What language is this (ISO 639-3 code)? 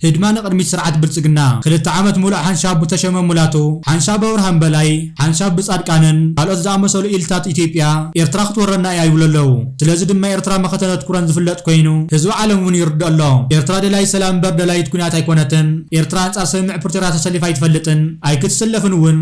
tir